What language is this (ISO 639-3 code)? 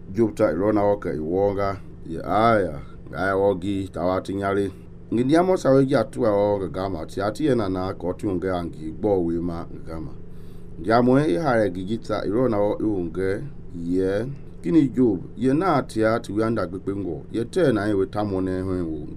men